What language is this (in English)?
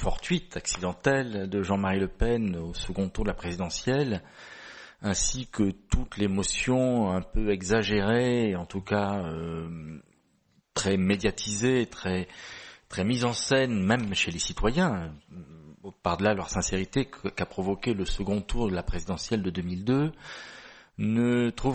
French